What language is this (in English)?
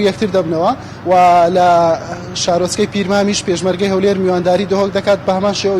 Central Kurdish